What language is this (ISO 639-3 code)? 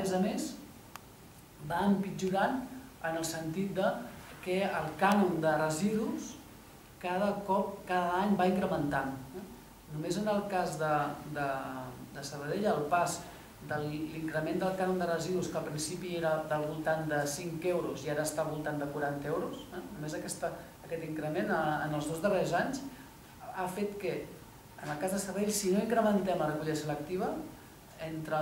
cat